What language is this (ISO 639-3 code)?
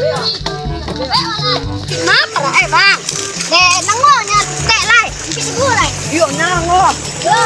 min